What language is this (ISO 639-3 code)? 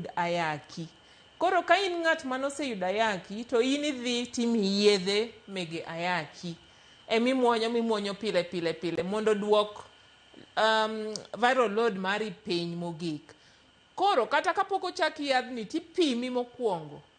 luo